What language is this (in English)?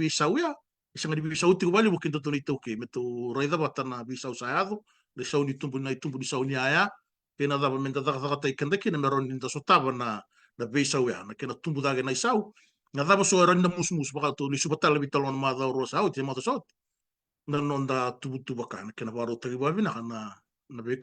Fijian